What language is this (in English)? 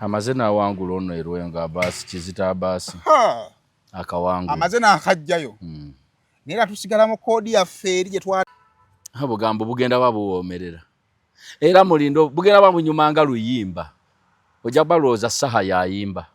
Ganda